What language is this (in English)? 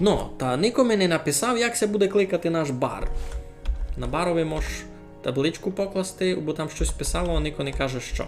Rusyn